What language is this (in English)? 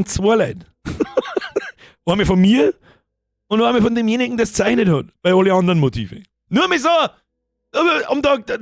Bavarian